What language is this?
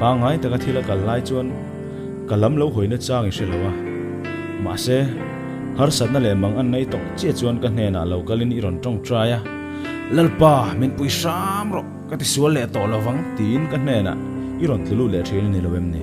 Mizo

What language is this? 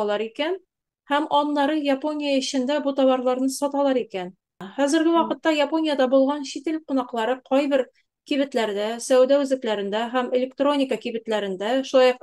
Tatar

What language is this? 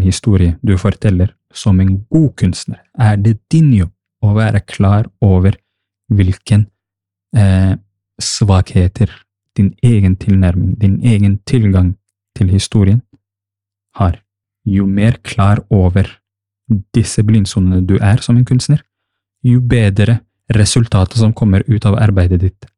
Norwegian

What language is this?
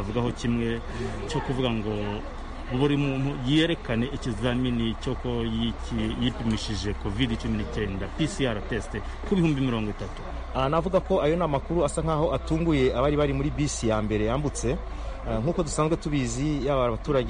Kinyarwanda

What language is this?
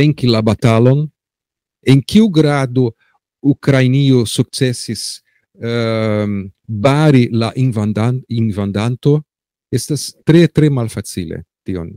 Esperanto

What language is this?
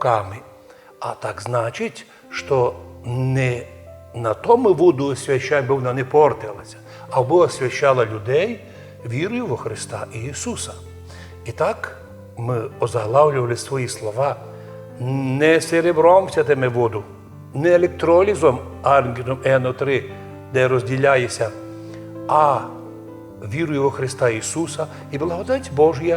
Rusyn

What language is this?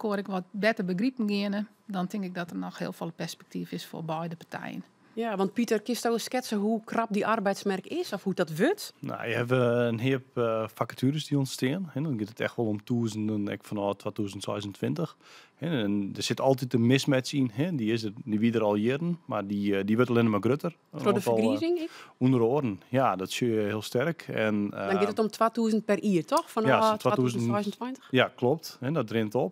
Western Frisian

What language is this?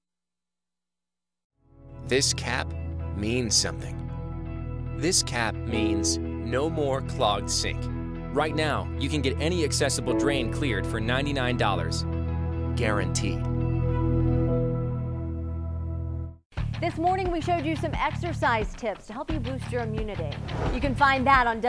English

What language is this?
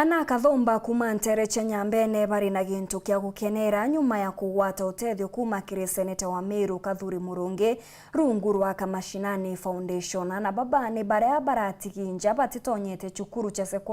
Meru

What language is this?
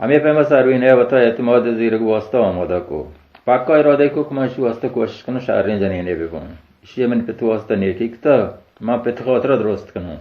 Baluchi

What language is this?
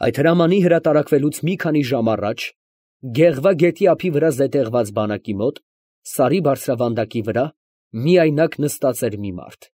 Armenian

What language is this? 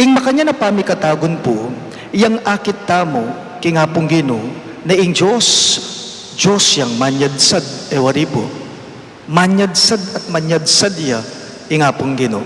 Pampanga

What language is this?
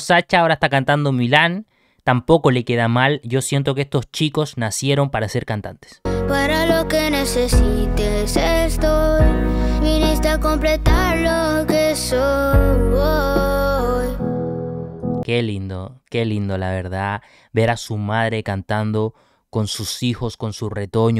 Spanish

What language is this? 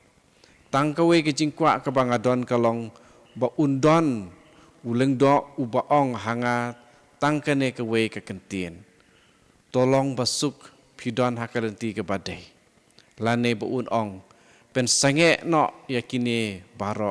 Khasi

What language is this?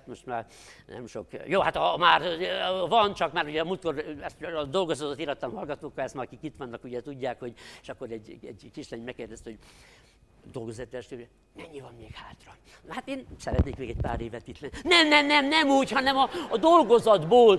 Hungarian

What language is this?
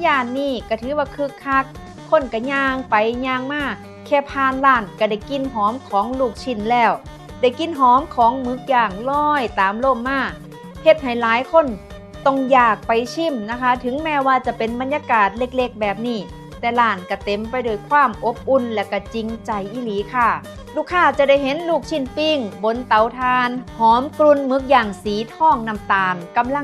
Northeastern Thai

